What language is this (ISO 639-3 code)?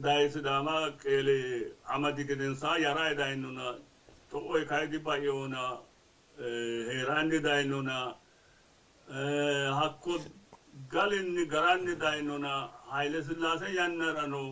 sid